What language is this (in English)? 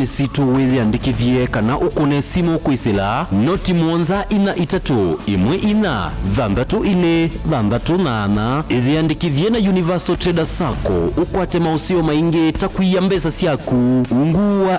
Kamba